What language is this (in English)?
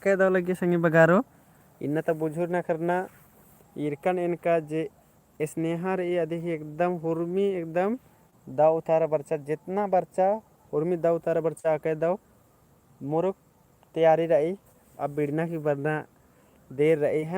Kurukh